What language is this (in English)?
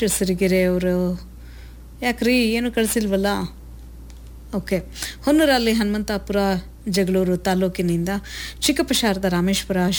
Kannada